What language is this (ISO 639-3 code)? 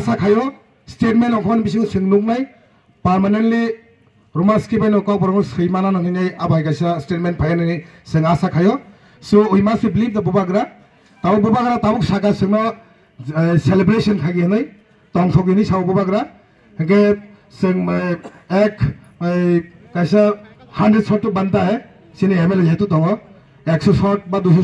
trp